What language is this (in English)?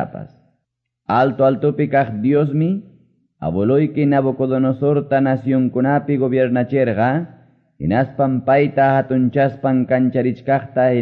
Quechua